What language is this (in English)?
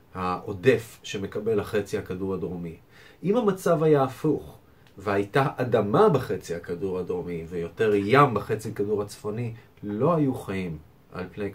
Hebrew